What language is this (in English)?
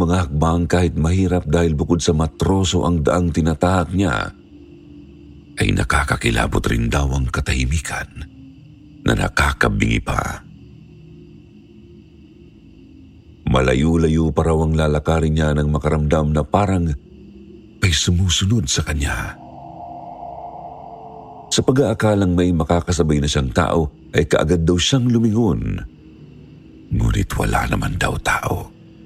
Filipino